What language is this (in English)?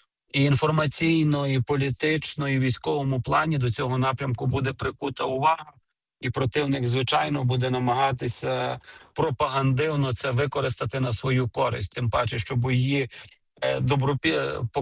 Ukrainian